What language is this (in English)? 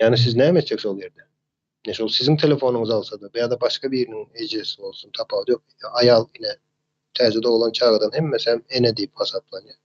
Turkmen